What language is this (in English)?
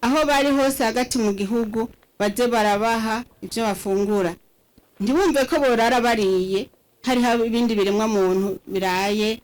Rundi